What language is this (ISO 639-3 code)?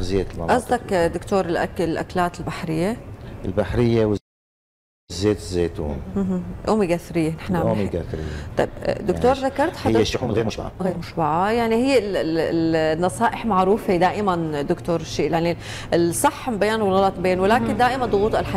apc